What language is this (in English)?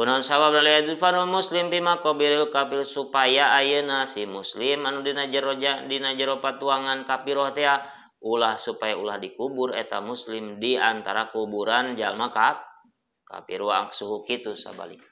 Sundanese